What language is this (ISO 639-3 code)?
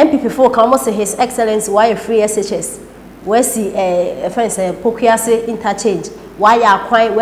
aka